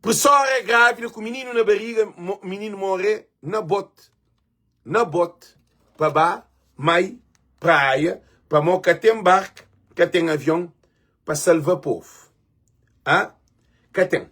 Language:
Kabuverdianu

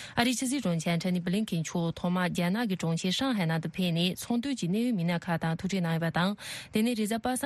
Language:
Tibetan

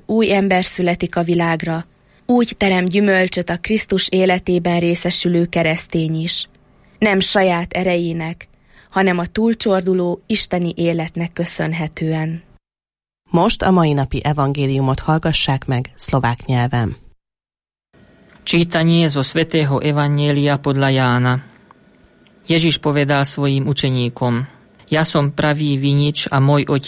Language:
Hungarian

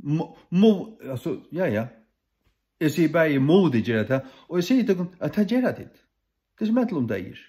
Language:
Faroese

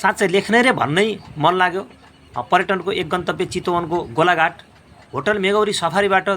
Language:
Nepali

